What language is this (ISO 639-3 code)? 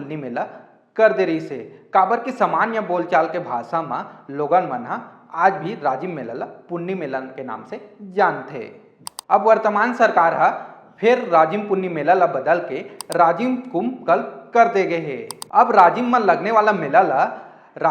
hne